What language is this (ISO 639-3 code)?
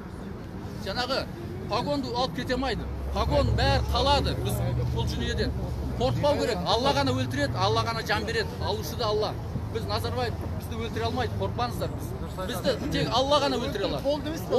kaz